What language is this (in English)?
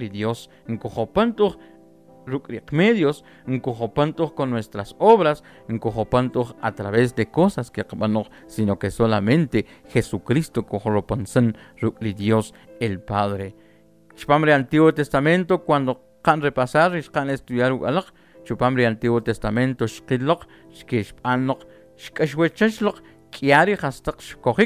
Kʼicheʼ